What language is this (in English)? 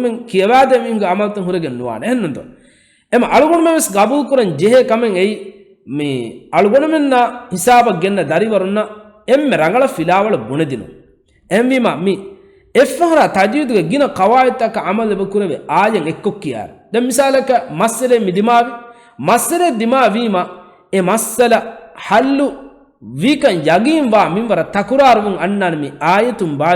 Divehi